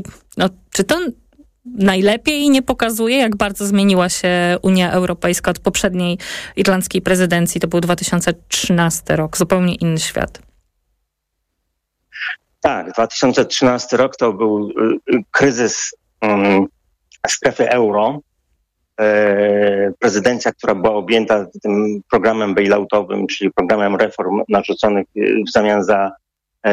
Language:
Polish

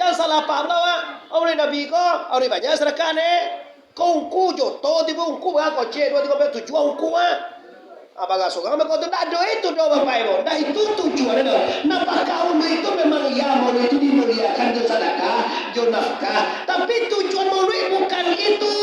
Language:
Minangkabau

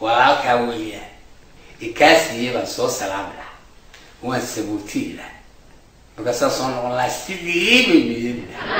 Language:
Somali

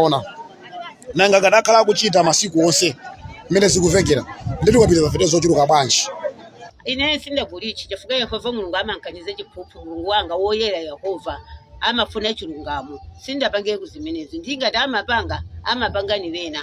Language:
Nyanja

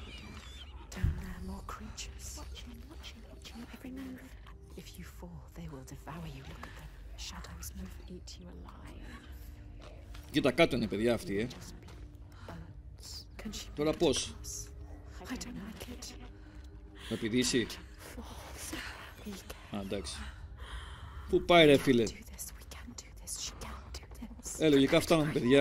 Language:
Greek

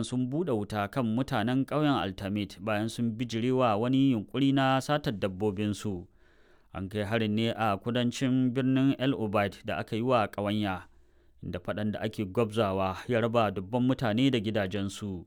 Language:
Hausa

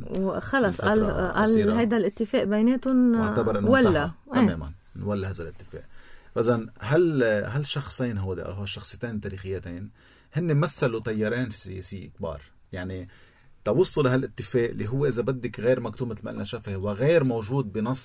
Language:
North Levantine Arabic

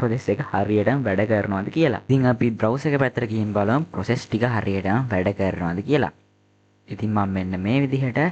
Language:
Sinhala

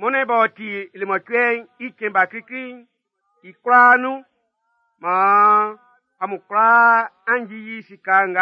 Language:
Baoulé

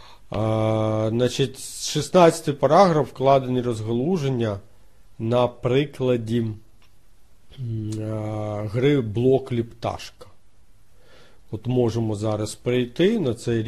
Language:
Ukrainian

